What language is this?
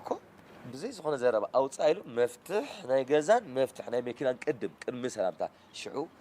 Tigrinya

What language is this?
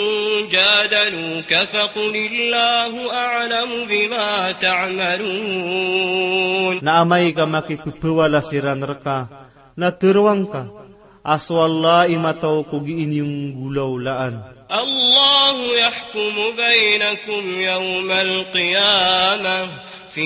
Maranao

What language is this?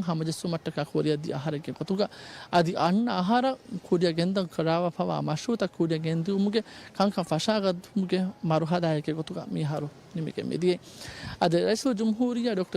Divehi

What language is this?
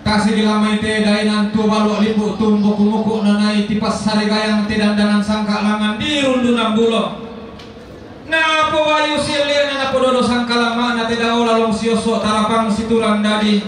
Toraja-Sa'dan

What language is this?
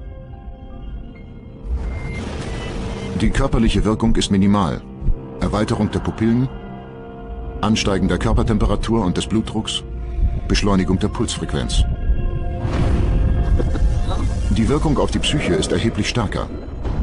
German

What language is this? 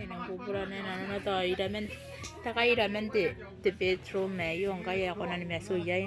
Gilbertese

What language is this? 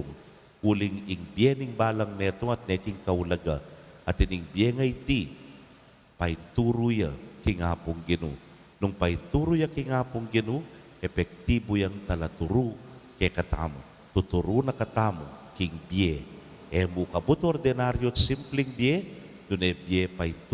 Pampanga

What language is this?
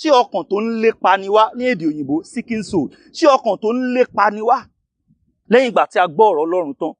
Yoruba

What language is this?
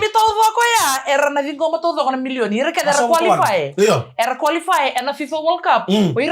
Fijian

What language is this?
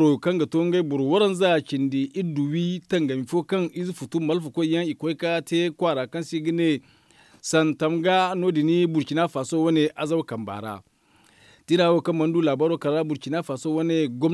Zarma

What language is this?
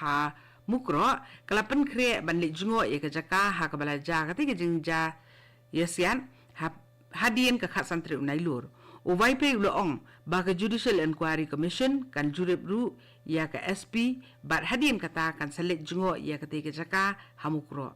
Khasi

